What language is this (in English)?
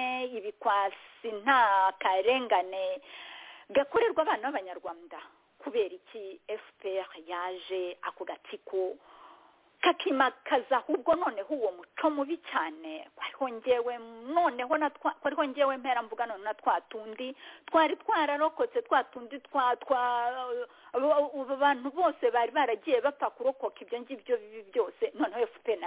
Kinyarwanda